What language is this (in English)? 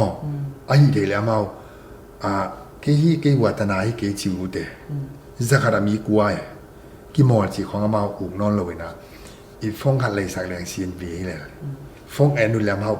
Tedim Chin